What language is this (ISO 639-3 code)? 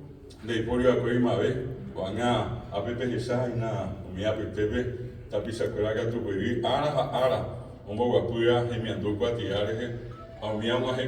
grn